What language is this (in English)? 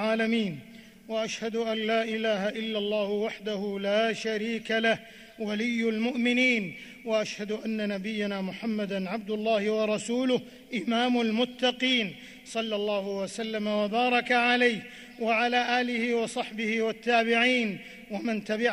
Arabic